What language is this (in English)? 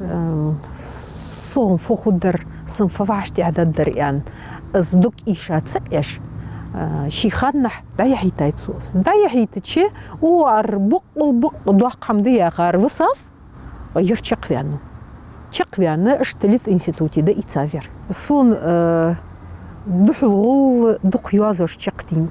Ingush